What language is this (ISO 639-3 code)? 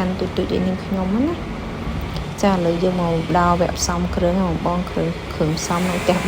khm